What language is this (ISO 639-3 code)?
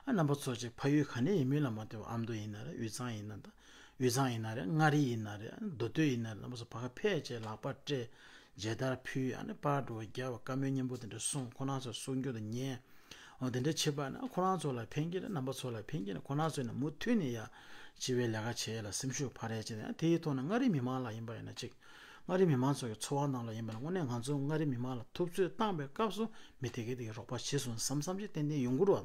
bod